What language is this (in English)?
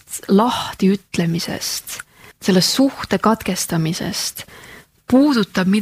Estonian